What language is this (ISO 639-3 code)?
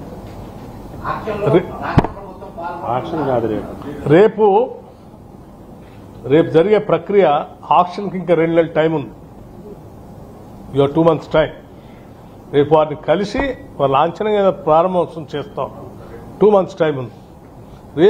tel